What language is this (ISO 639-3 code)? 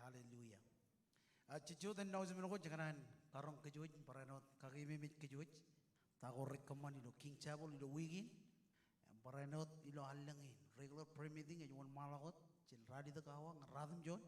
mah